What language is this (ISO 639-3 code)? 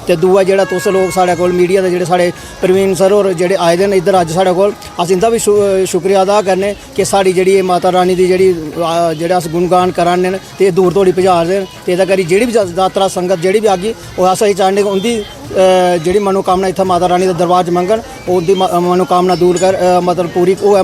doi